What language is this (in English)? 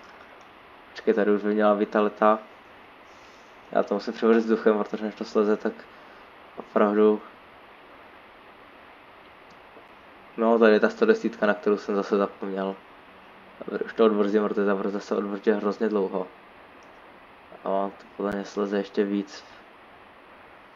Czech